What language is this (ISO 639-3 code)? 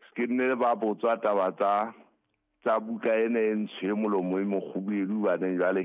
sot